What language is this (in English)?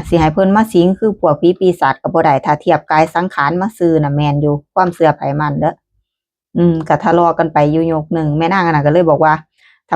Northeastern Thai